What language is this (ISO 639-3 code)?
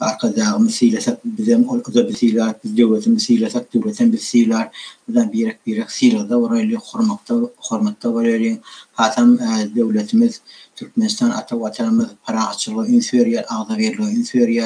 tuk